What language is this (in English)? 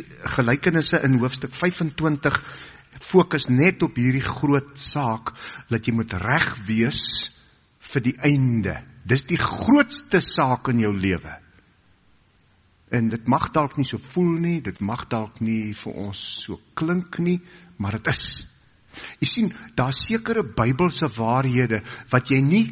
Afrikaans